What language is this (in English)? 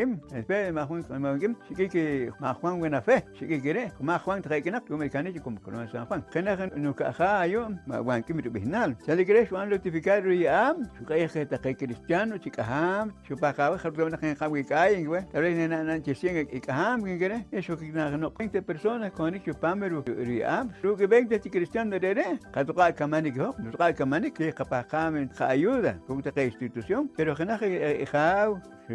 Poqomchi'